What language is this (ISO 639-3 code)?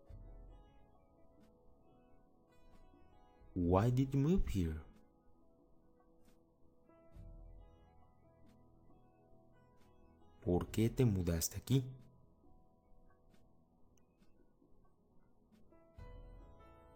spa